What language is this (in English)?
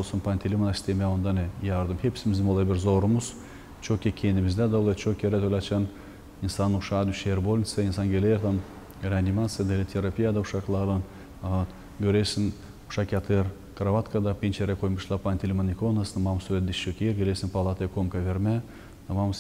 Gagauz